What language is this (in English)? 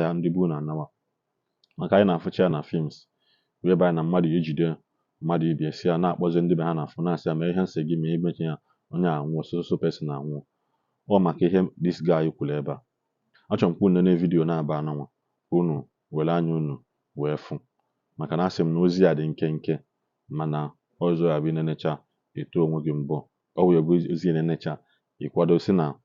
Igbo